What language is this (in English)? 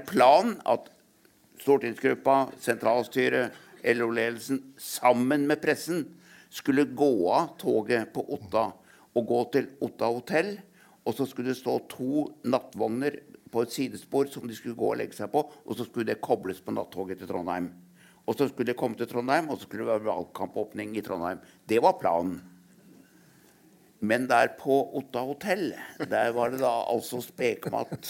Norwegian